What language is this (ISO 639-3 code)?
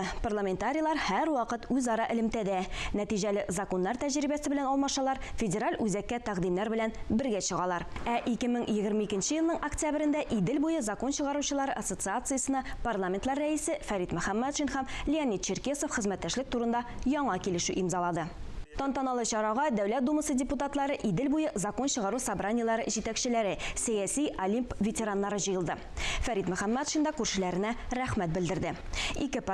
tat